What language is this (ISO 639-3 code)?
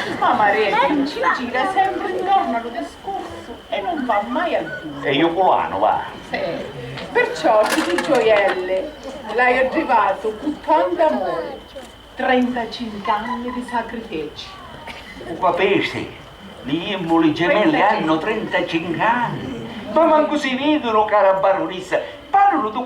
scn